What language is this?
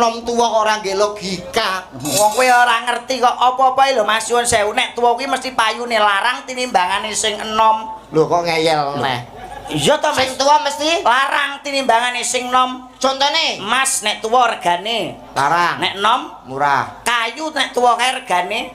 Javanese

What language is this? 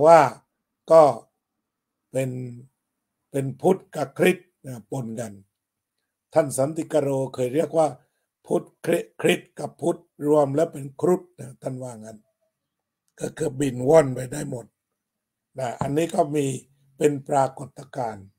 Thai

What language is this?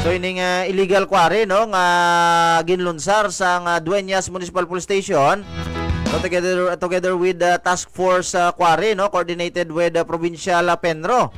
Hiligaynon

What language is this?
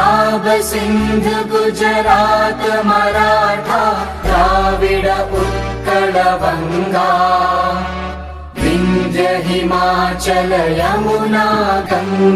Malayalam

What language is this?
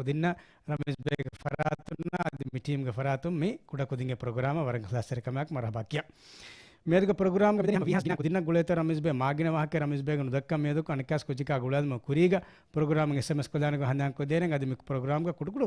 Divehi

